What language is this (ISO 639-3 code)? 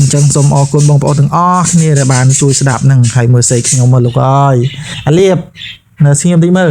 khm